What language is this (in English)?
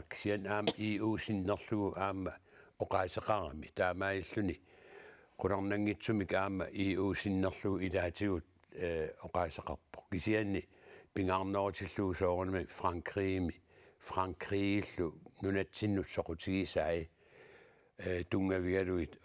Kalaallisut